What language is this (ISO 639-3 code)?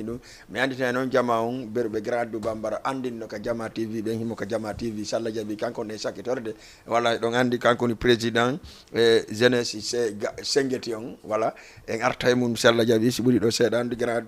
ful